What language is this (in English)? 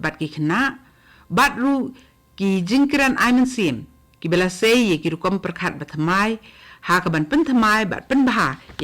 Khasi